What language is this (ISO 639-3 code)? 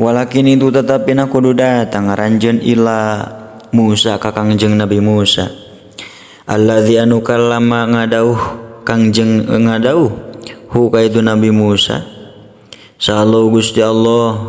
sun